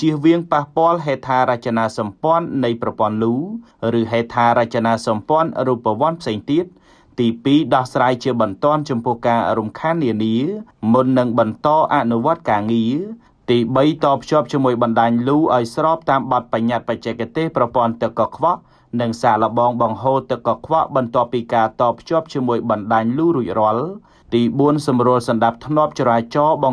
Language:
Khmer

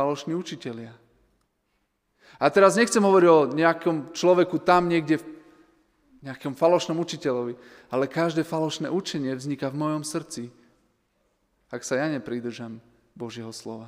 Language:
Slovak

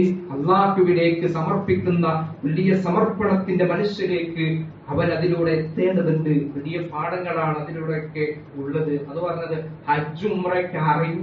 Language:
Malayalam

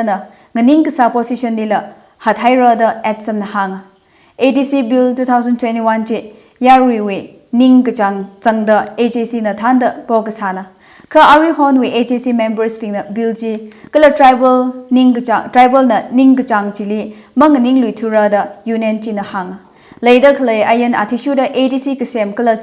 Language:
Tangkhul Naga (India)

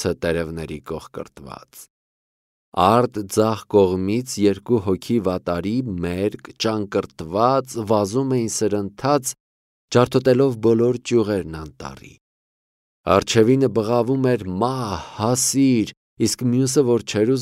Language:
Armenian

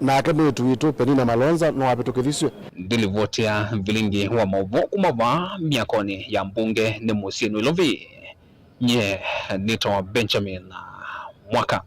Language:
Kamba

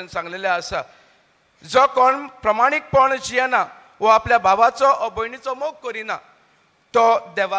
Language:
Konkani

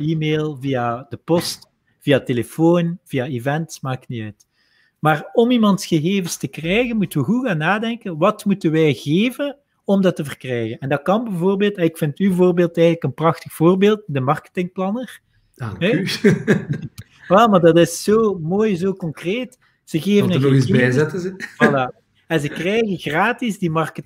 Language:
Dutch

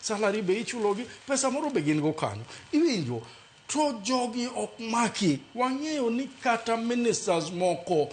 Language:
Luo (Kenya and Tanzania)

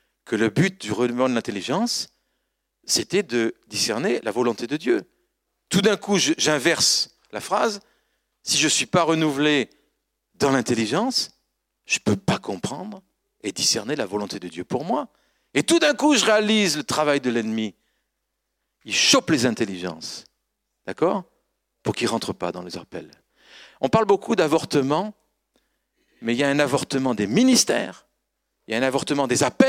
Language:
French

